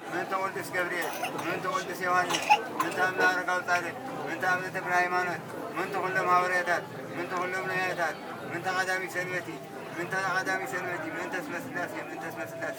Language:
Tigrinya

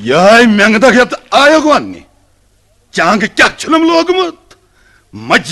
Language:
Kashmiri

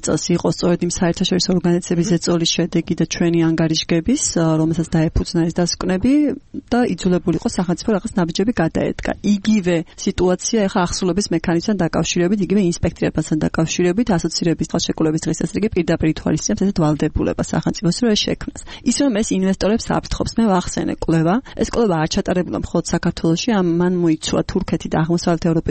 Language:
Georgian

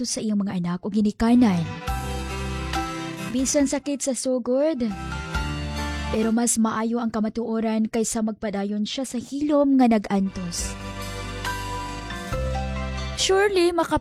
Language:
Cebuano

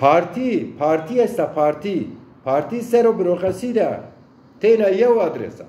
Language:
Zaza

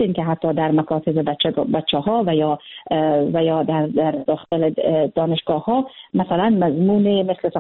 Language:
Persian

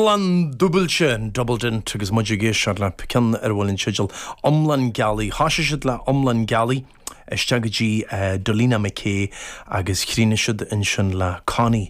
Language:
Irish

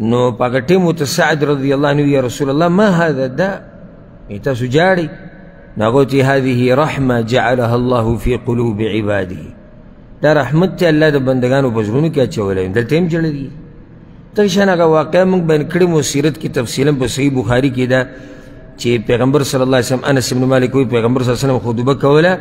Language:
Pashto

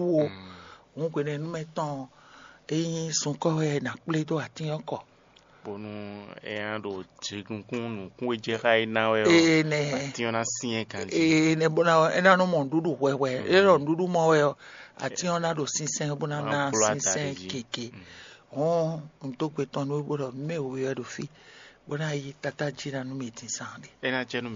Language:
Fon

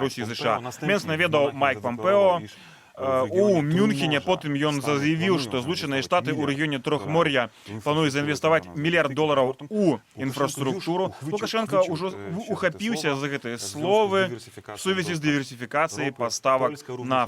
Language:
Belarusian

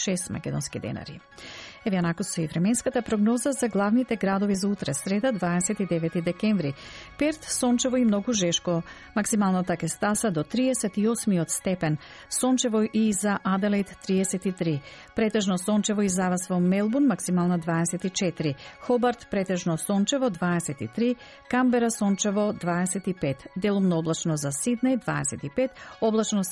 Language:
Macedonian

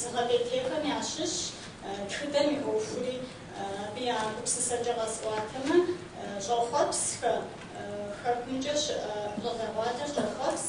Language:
Kabardian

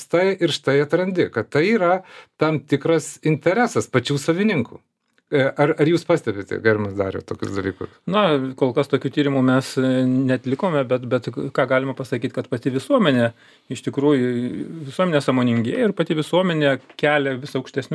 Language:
Lithuanian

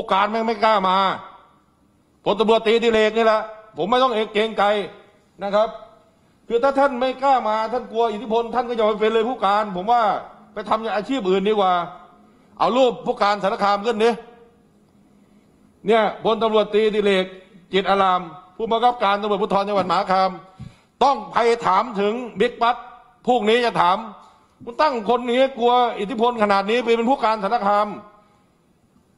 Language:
Thai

